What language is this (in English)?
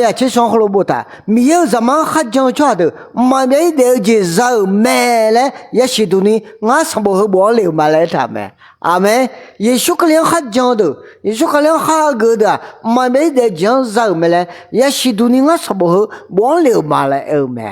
Akha